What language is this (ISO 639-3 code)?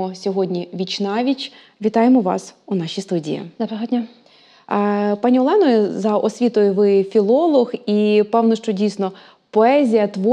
ukr